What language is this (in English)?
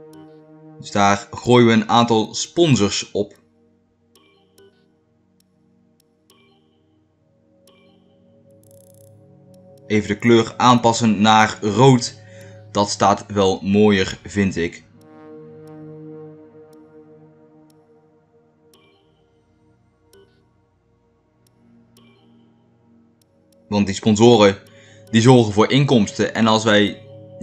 Dutch